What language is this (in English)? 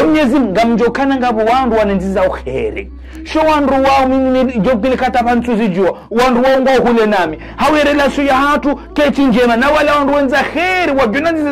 Ngazidja Comorian